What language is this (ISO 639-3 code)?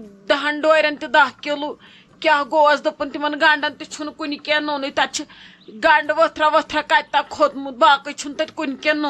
kas